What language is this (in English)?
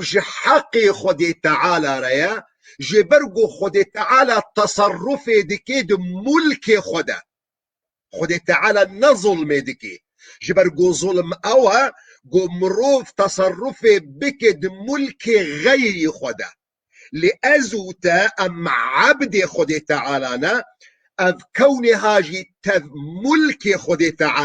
Kurdish